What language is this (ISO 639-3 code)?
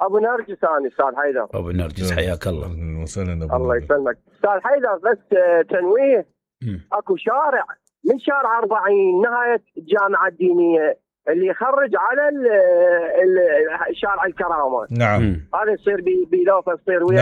acm